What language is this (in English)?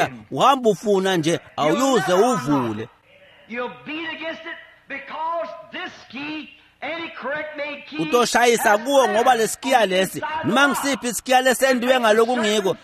Swati